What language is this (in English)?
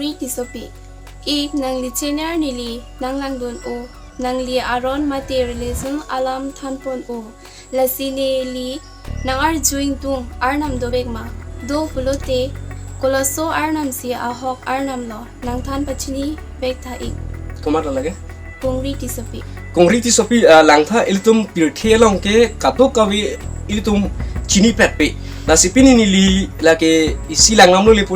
Karbi